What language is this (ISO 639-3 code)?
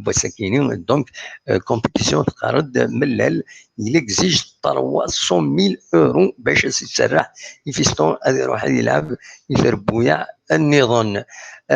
kab